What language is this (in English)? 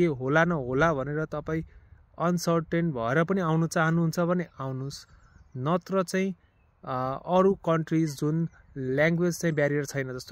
Nepali